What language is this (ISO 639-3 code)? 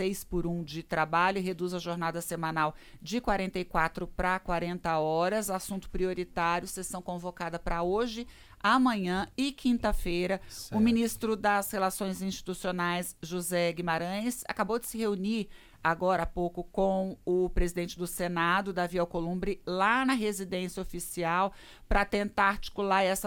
por